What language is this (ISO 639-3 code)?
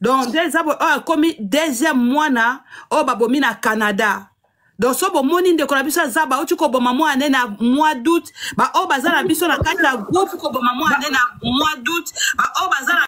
lin